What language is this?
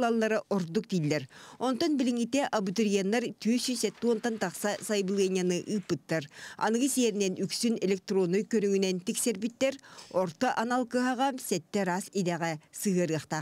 Yakut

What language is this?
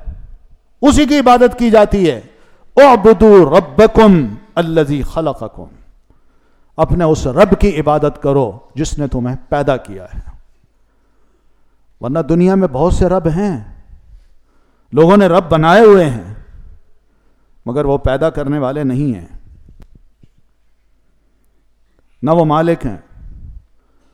Urdu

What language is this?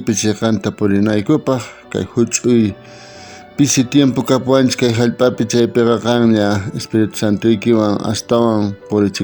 South Bolivian Quechua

